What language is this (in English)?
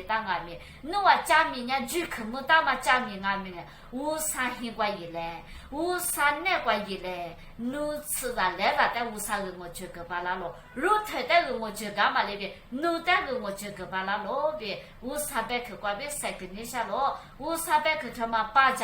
Lisu